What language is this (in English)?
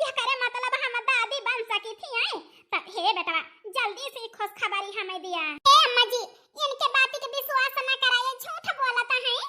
Awadhi